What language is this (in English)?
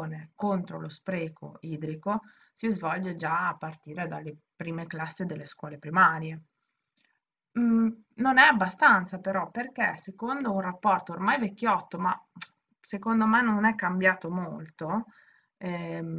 Italian